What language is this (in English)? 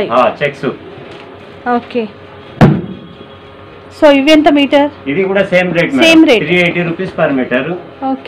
Telugu